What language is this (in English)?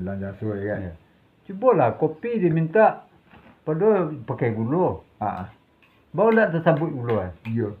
Minangkabau